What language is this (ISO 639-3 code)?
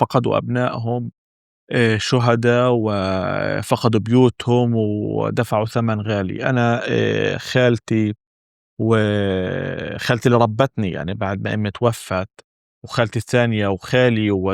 apc